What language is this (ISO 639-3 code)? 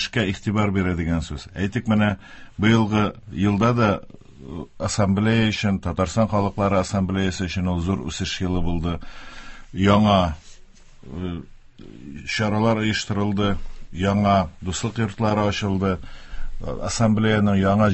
tat